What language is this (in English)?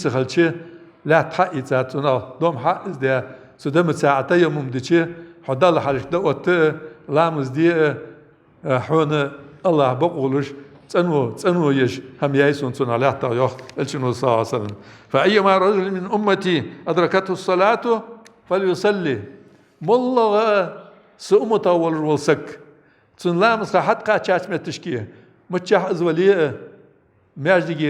Ingush